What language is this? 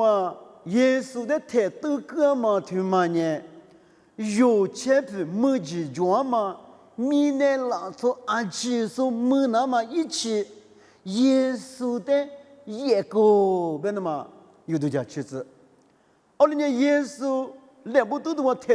Lisu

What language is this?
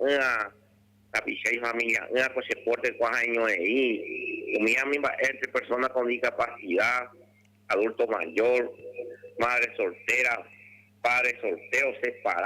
Guarani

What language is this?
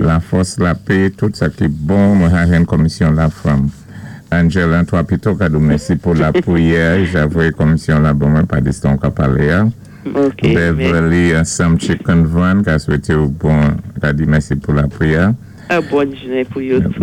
Saint Lucian Creole French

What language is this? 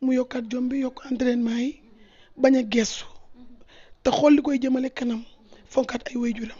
Wolof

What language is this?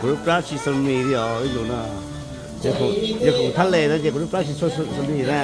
Hmong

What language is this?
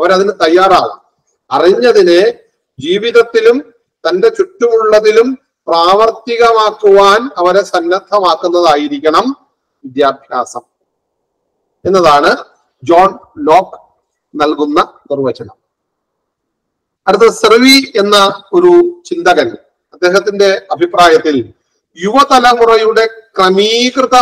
Malayalam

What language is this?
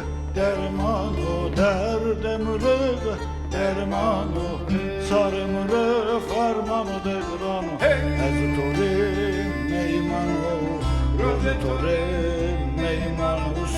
Zaza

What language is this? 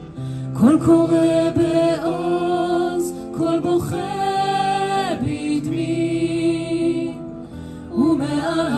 Hebrew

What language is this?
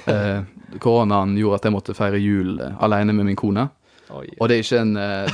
Norwegian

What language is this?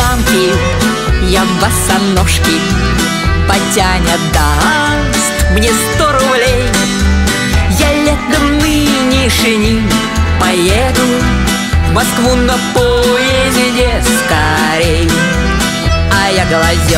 Russian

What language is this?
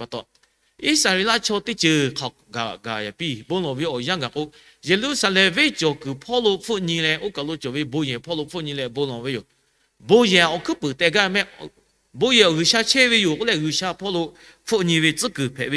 Lahu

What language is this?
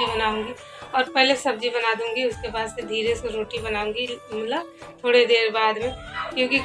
Hindi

